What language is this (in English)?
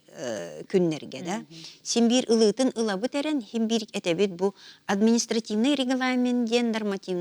Yakut